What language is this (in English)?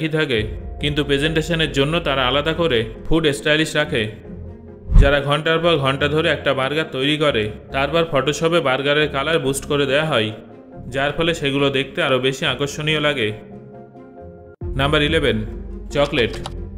Bangla